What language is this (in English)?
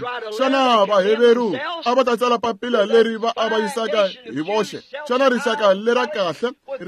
Tsonga